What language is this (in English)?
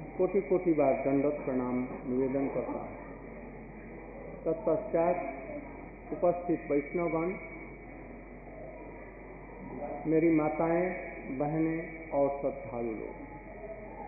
Hindi